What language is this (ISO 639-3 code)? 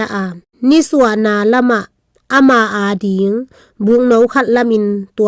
ctd